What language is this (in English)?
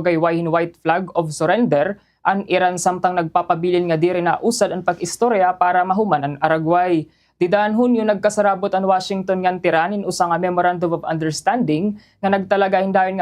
Waray